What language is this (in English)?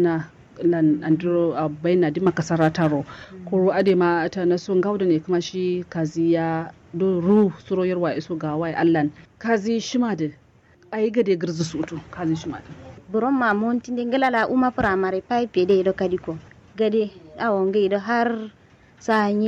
Kanuri